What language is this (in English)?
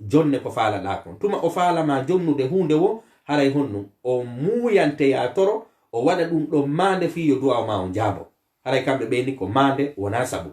Fula